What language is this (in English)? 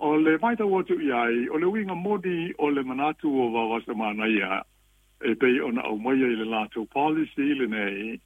Samoan